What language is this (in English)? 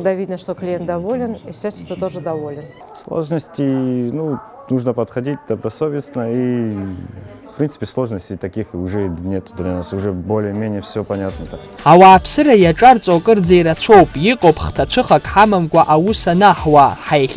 Abkhazian